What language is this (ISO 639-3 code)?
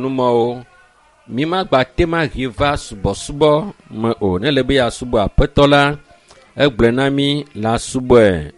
ewe